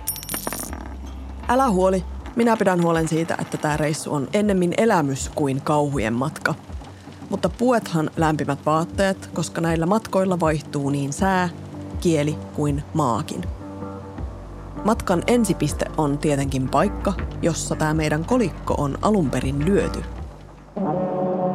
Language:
Finnish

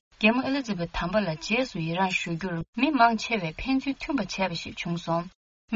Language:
Tibetan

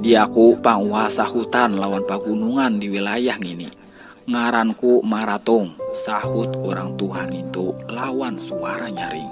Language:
Banjar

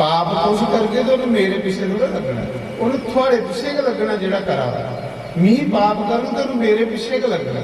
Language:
Dogri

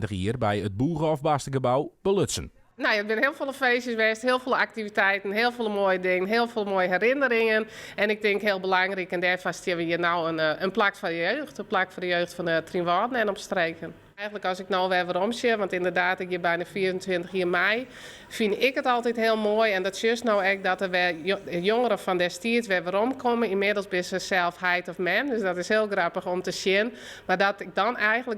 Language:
Western Frisian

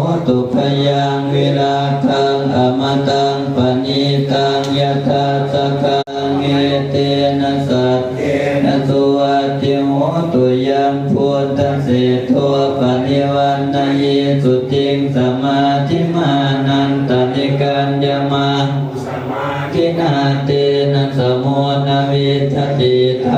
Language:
Pali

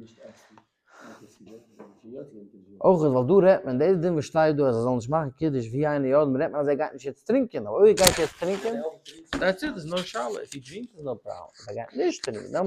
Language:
Yiddish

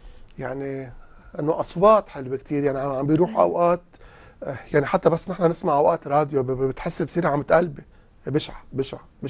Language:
North Levantine Arabic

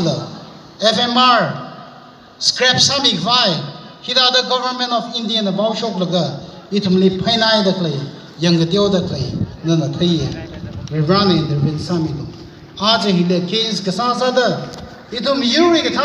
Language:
Tangkhul Naga (India)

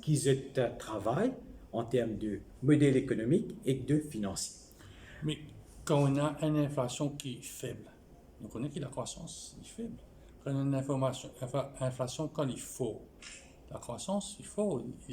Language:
Morisyen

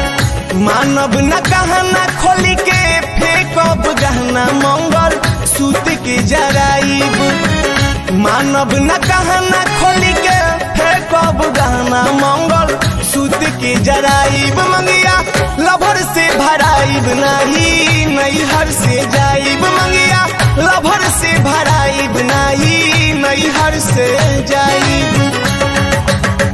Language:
Bhojpuri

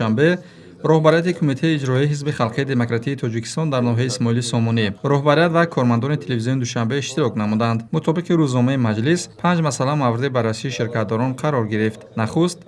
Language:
Tajik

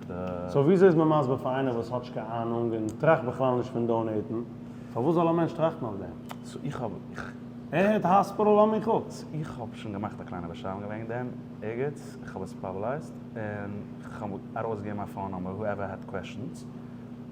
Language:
Yiddish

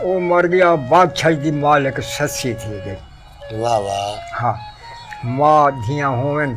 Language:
Saraiki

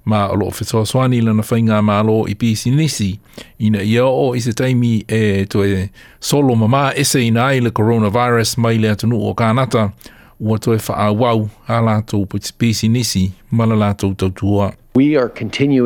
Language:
Samoan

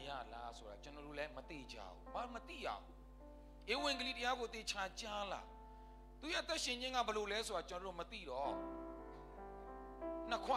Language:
Burmese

